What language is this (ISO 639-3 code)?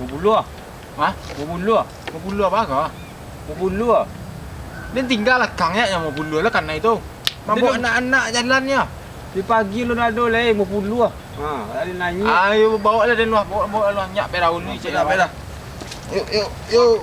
min